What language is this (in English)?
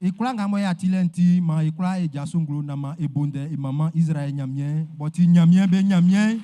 Baoulé